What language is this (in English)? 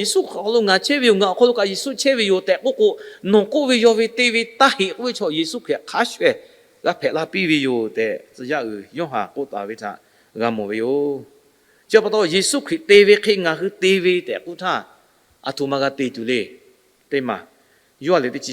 Lahu